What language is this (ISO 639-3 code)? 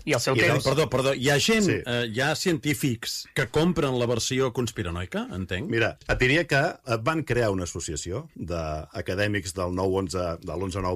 cat